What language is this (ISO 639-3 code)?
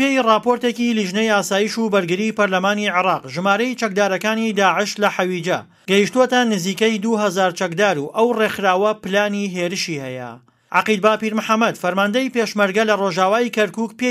ckb